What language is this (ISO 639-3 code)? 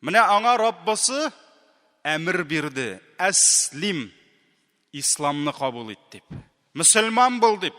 tat